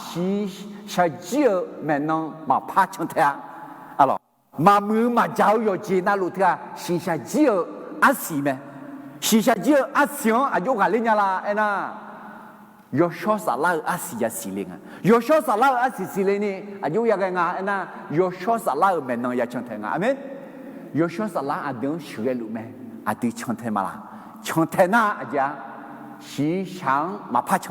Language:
Akha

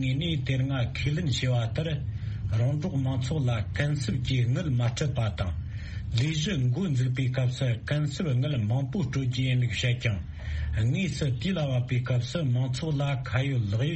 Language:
Tibetan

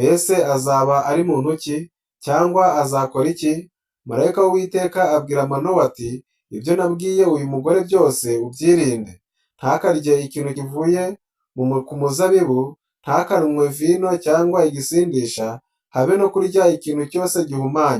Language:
Kinyarwanda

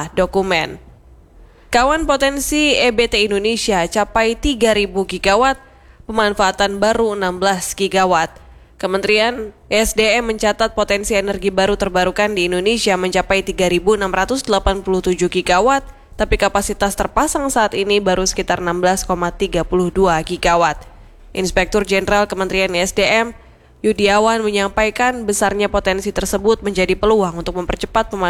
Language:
Indonesian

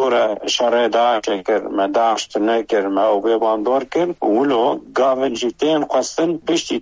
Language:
Kurdish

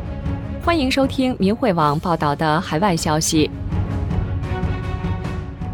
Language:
Chinese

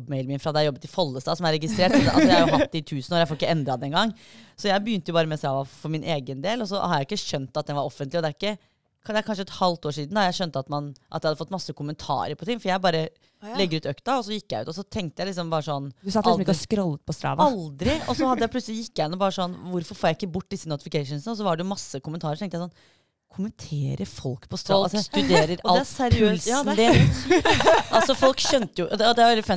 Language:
Norwegian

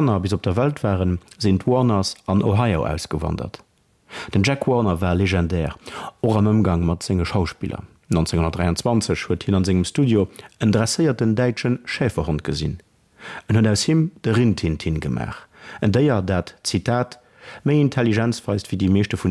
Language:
Luxembourgish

